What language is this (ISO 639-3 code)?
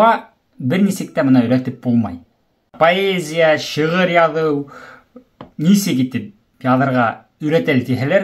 bak